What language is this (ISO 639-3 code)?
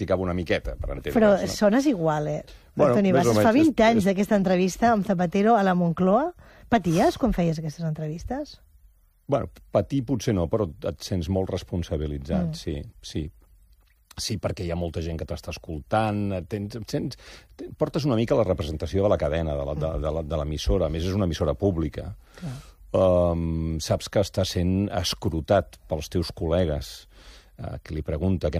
cat